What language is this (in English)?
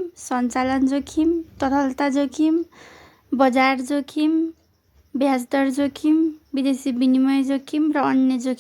Nepali